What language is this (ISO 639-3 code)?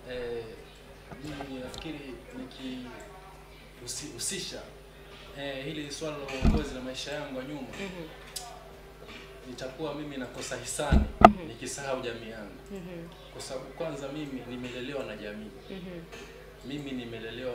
swa